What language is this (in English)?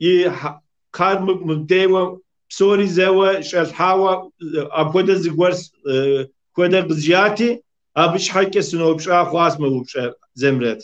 Kabardian